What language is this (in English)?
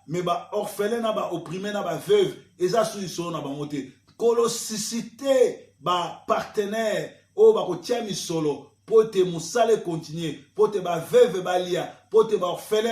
Lingala